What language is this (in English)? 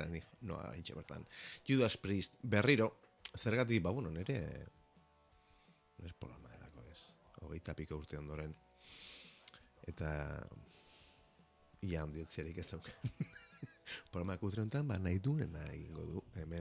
Basque